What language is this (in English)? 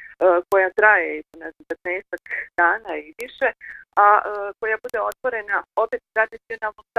Bosnian